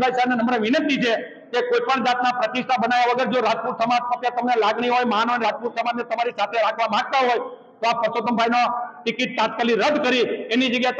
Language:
Gujarati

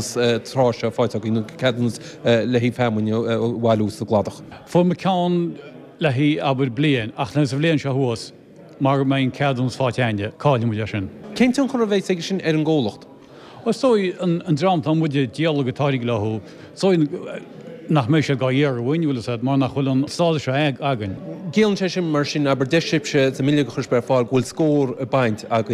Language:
Irish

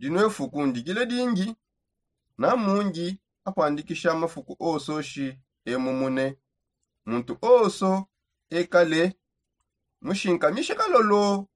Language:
Songe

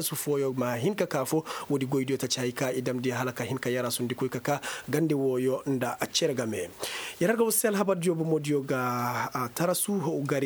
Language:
Koyraboro Senni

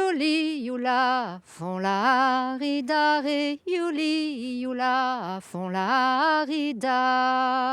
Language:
Breton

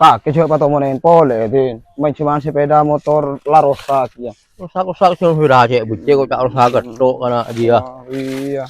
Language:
Madurese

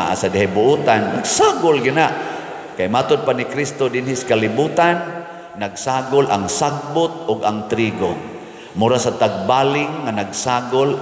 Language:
Cebuano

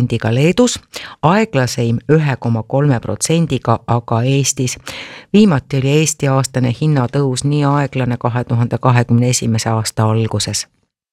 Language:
Estonian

